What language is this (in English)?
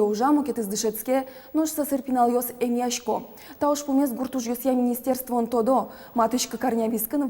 Udmurt